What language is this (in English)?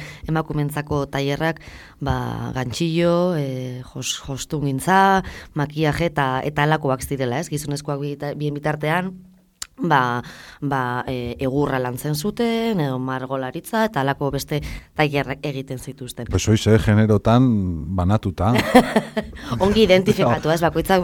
Basque